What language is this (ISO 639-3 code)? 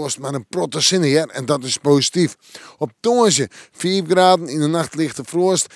fry